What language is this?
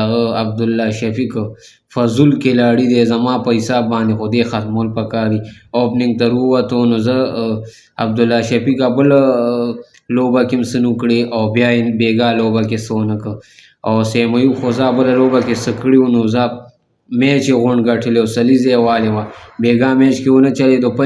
Pashto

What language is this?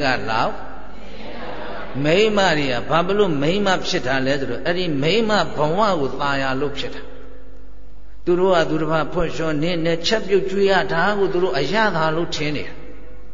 Burmese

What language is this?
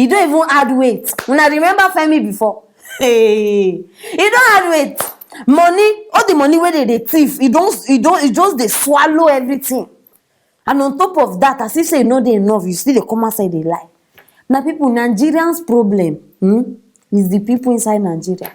Nigerian Pidgin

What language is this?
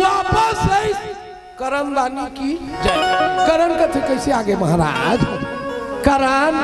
Chhattisgarhi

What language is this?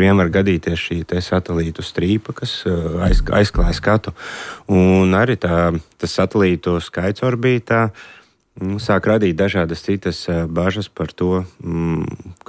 Latvian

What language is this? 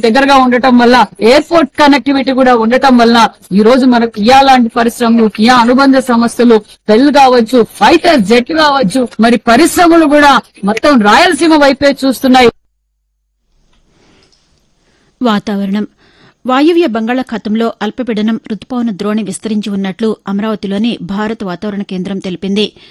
Telugu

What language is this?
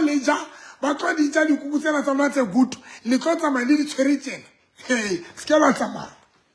Southern Sotho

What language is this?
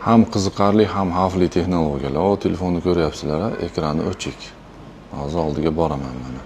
Uzbek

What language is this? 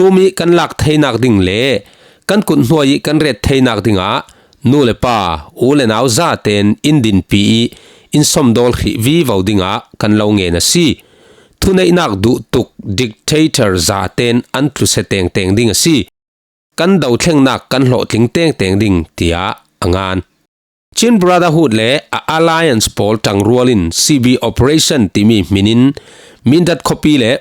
Falam Chin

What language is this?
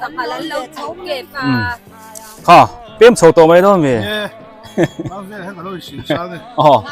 Biete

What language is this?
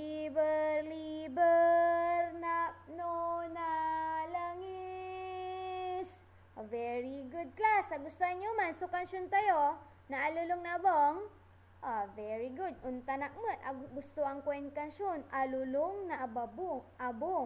Pangasinan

